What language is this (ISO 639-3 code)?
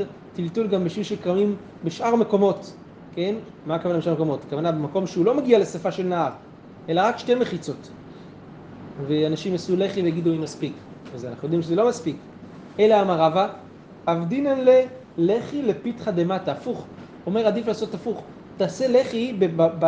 heb